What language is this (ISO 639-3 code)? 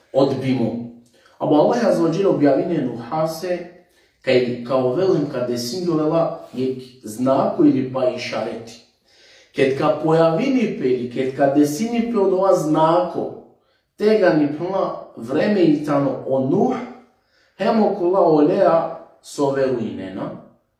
rmn